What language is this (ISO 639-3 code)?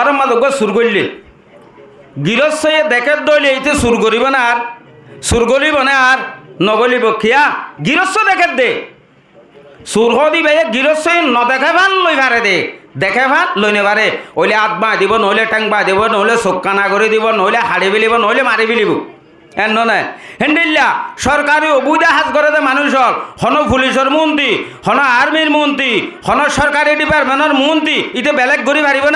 rhg